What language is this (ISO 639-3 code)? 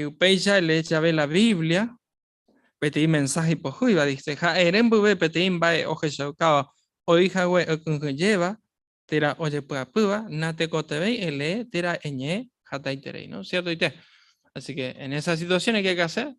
grn